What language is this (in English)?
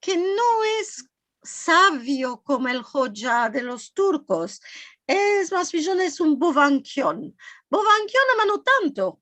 Ladino